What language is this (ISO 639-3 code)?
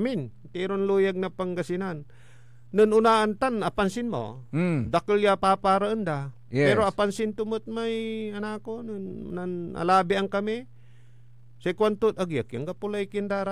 pag